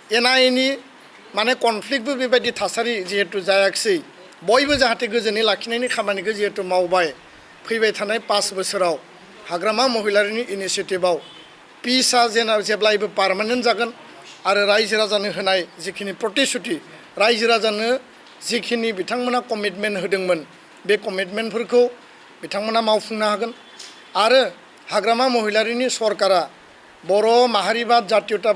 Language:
Bodo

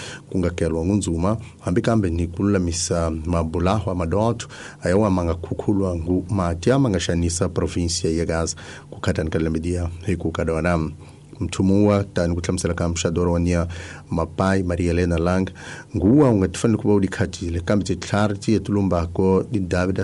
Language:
Tsonga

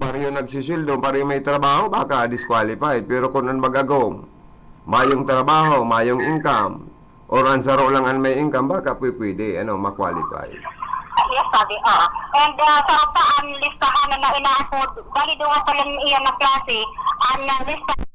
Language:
Bikol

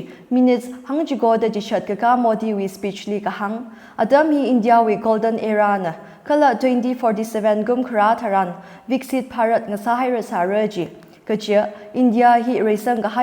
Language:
Tangkhul Naga (India)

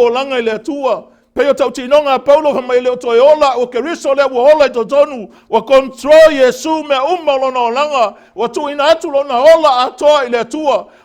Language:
Samoan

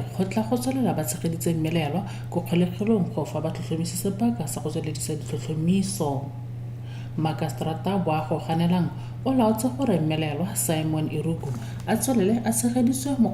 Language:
Tswana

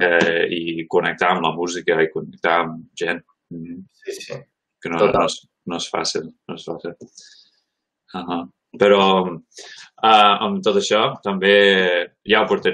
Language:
Catalan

